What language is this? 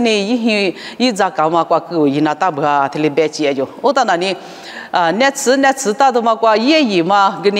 Lisu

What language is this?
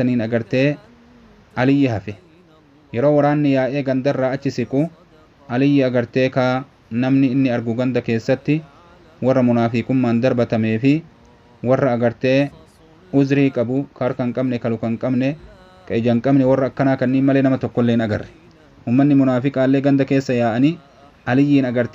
Oromo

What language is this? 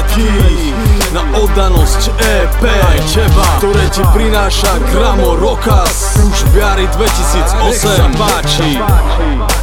Slovak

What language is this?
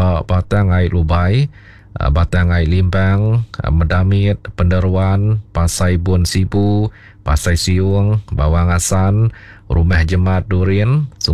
Iban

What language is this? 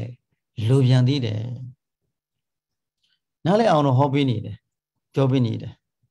Burmese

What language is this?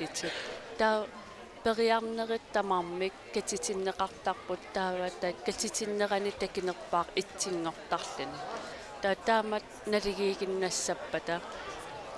Kalaallisut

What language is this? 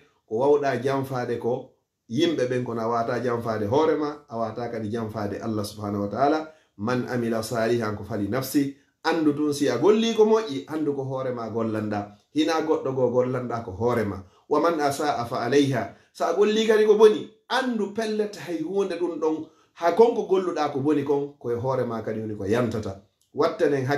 Fula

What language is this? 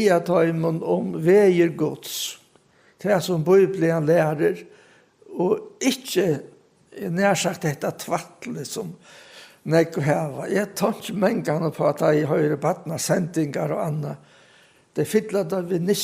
Faroese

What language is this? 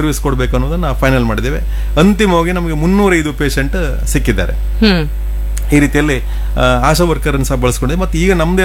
Kannada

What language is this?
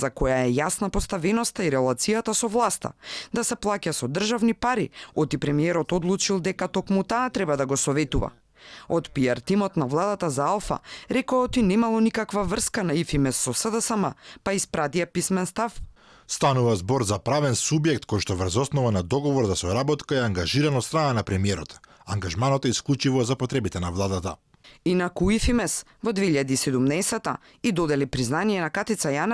Macedonian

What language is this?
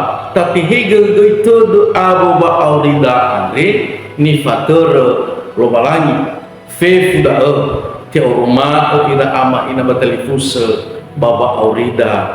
Nias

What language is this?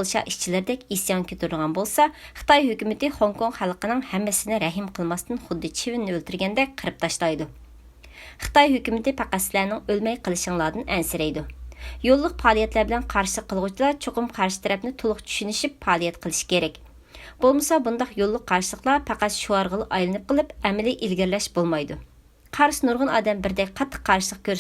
Uyghur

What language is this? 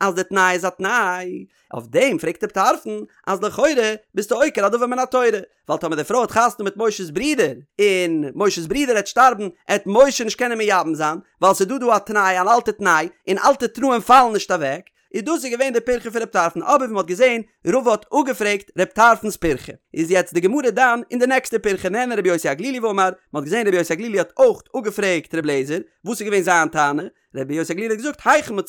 Yiddish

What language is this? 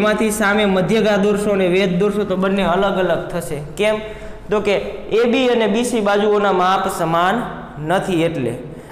Gujarati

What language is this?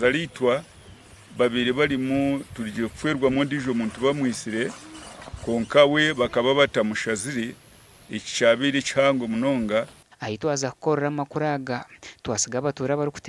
Nyankole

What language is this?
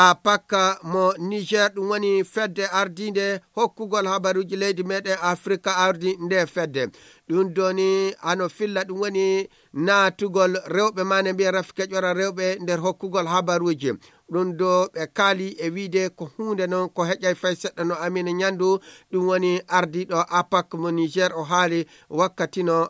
Nigerian Fulfulde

